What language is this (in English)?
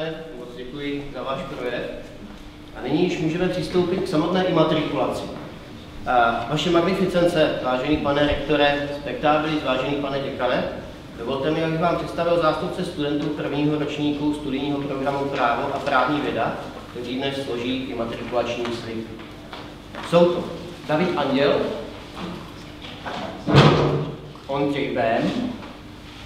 Czech